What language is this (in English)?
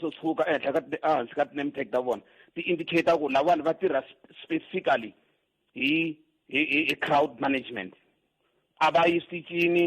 Tsonga